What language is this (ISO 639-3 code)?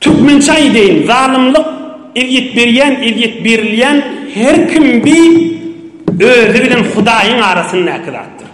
tuk